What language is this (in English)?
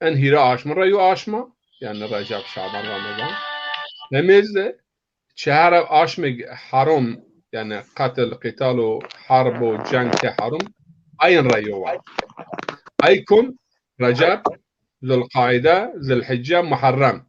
Zaza